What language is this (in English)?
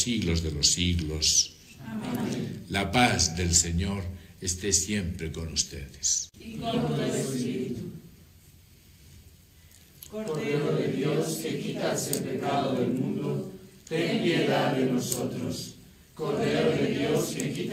Spanish